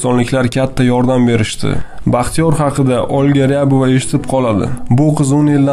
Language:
Uzbek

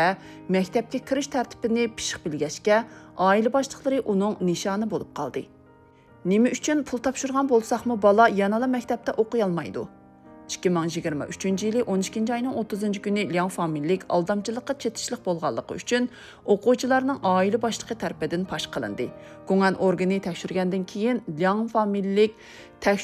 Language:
Uyghur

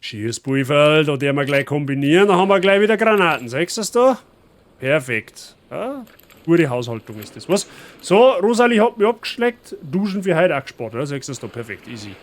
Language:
Bavarian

